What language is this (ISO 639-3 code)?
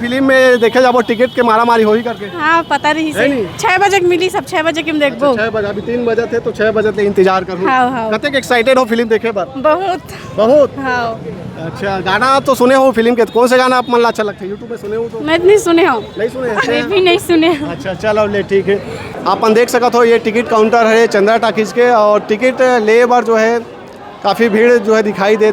hne